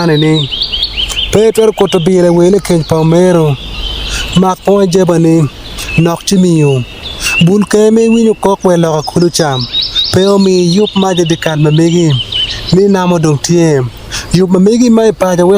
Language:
Acoli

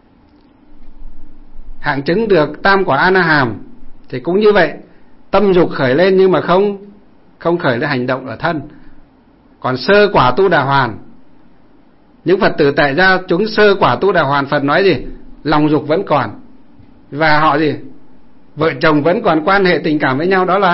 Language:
Vietnamese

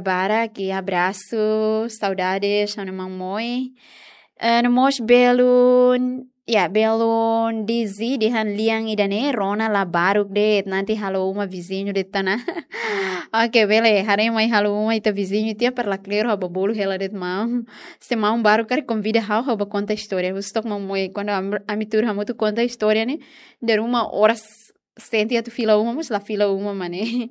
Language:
Tetum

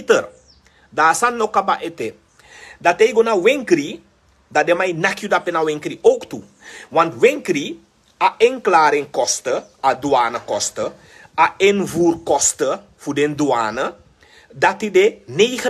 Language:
Sranan Tongo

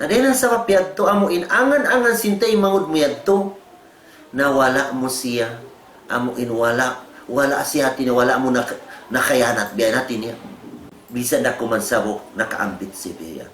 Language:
Tausug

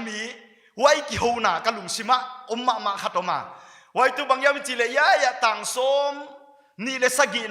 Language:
Paite Chin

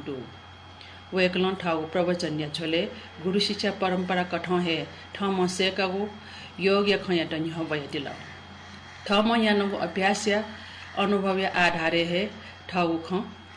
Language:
Newari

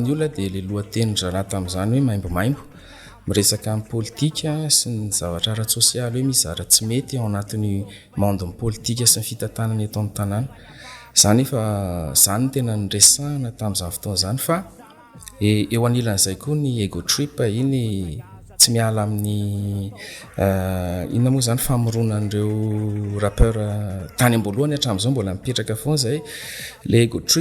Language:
Malagasy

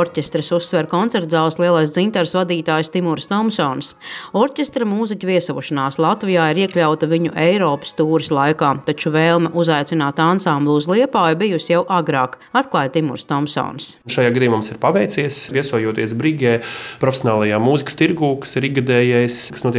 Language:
Latvian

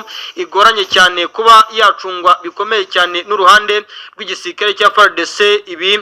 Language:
Rundi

